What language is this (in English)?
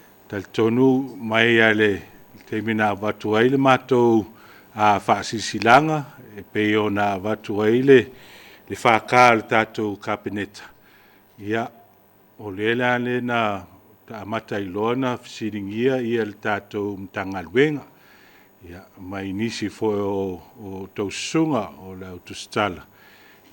Samoan